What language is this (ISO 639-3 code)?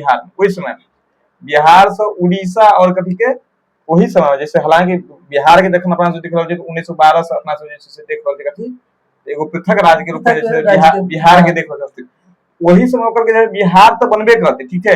mai